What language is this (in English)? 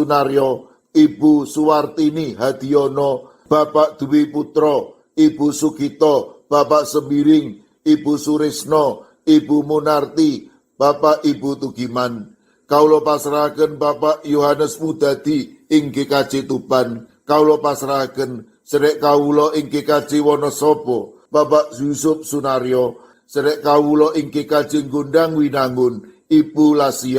Javanese